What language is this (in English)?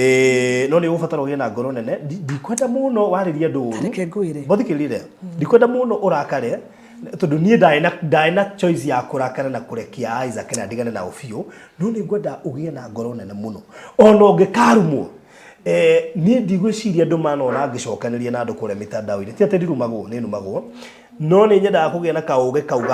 Kikuyu